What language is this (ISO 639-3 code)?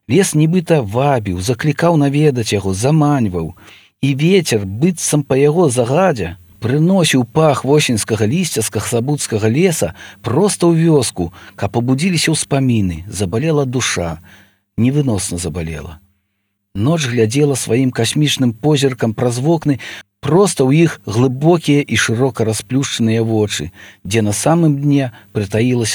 bel